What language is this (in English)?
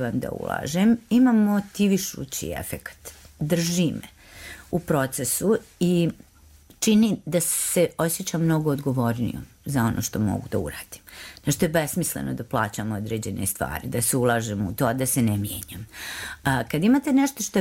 Bosnian